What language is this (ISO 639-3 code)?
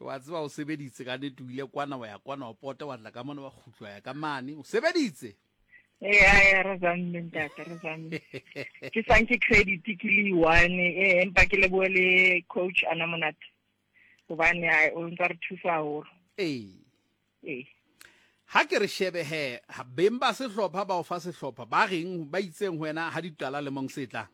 sot